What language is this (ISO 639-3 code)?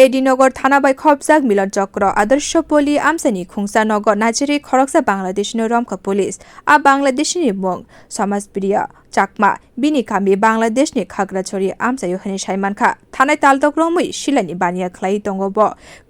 trp